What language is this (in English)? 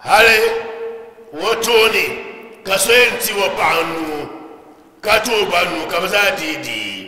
Dagbani